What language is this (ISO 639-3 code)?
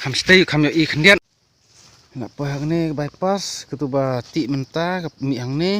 kha